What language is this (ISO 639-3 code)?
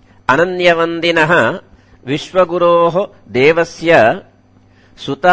san